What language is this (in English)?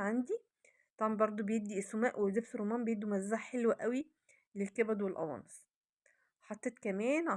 Egyptian Arabic